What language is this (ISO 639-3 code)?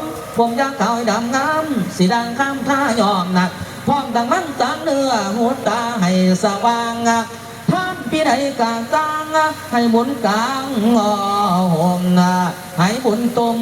tts